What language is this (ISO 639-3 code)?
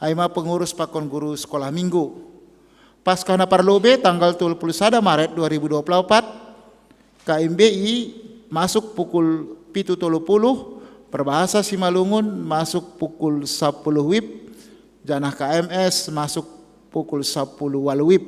bts